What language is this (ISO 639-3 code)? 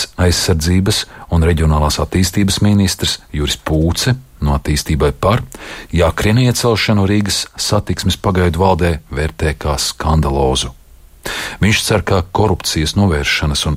lav